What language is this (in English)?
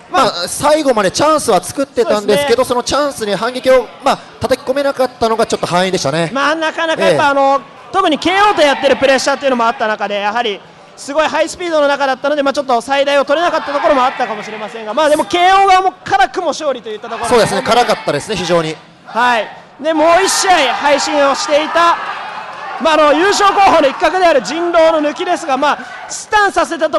Japanese